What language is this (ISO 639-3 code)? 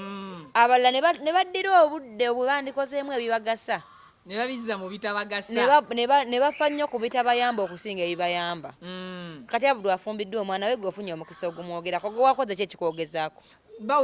lug